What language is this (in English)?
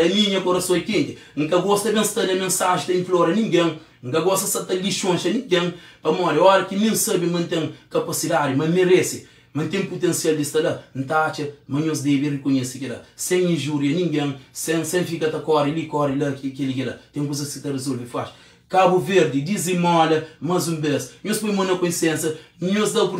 Kabuverdianu